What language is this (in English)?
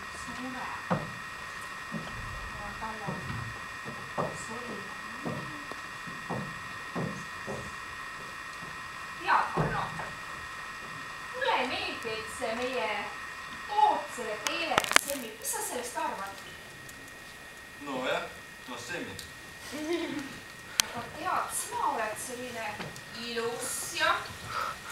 Estonian